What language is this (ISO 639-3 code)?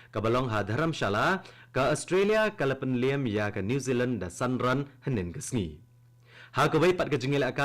kha